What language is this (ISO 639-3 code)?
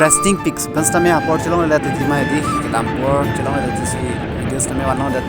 mjw